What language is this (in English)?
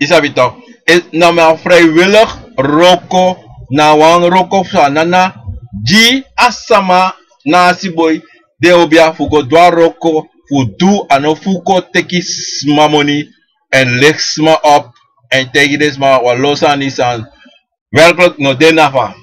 Sranan Tongo